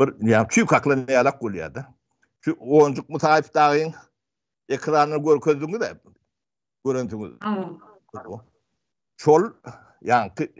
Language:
Turkmen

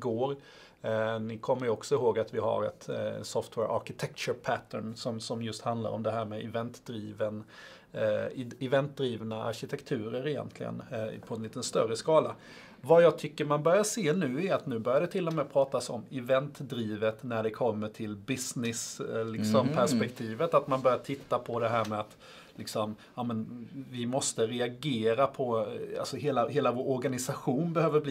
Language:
Swedish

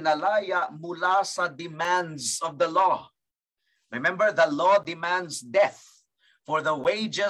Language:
Filipino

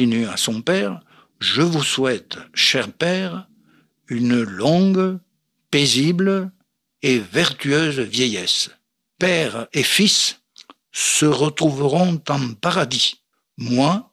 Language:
French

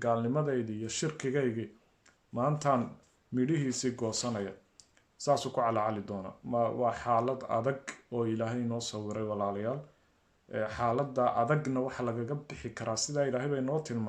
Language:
Somali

